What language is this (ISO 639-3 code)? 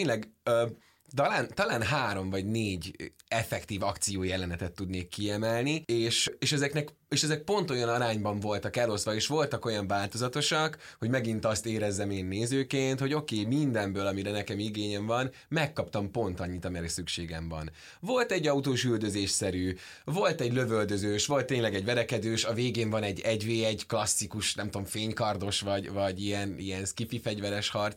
hun